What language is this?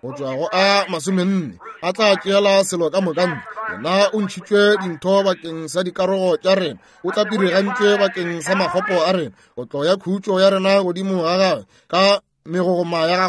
Northern Sotho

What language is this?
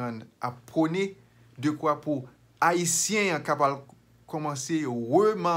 Haitian Creole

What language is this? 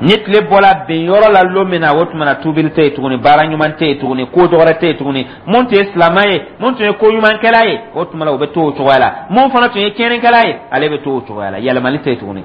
Dyula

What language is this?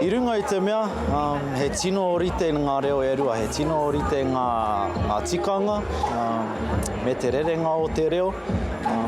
Māori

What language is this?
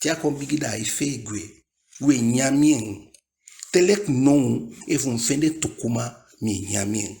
Eastern Maroon Creole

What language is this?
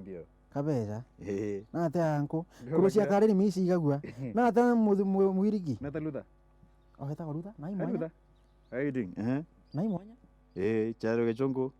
Meru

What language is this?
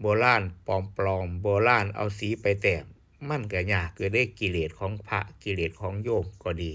Northeastern Thai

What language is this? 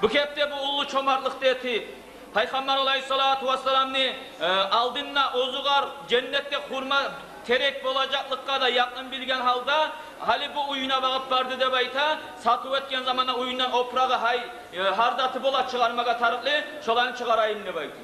Kumyk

